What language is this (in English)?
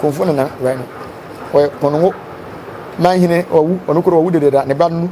Akan